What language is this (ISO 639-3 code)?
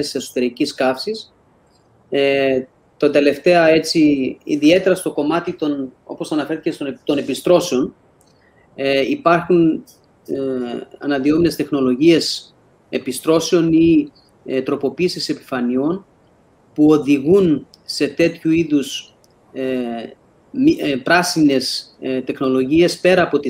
ell